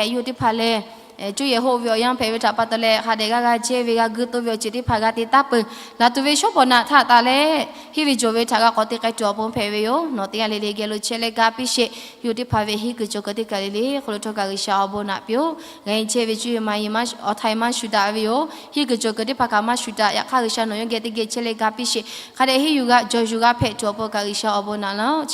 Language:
Lahu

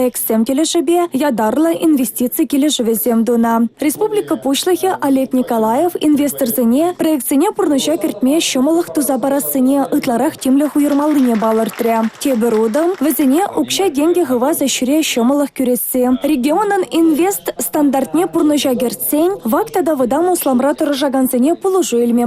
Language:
Chuvash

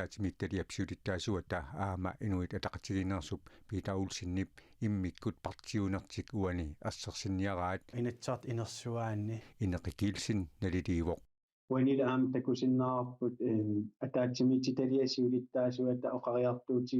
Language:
Kalaallisut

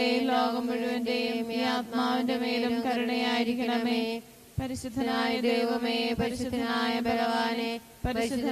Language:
Malayalam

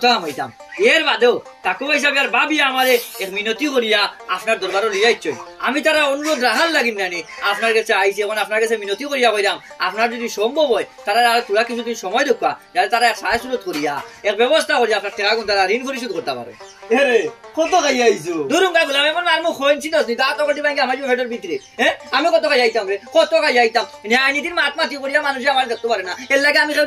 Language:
Sylheti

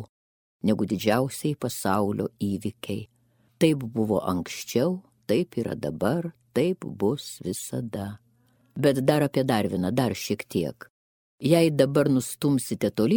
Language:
Lithuanian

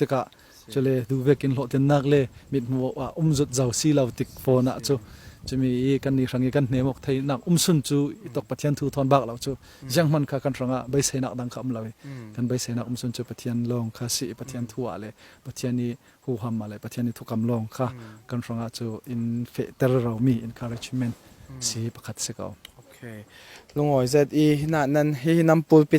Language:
Falam Chin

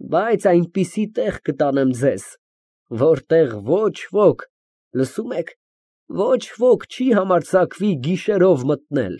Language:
Armenian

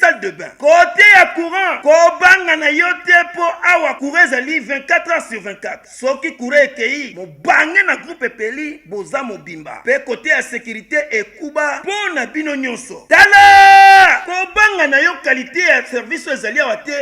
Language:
Lingala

